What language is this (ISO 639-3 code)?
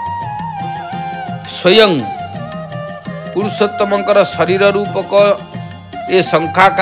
ori